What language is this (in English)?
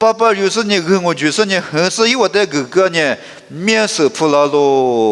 Lisu